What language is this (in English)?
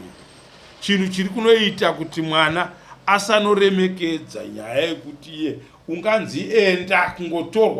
Shona